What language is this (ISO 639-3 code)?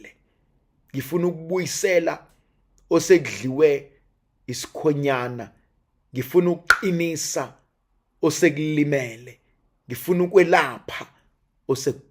zul